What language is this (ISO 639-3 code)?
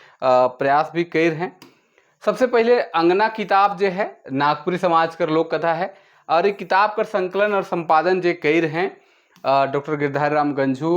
sck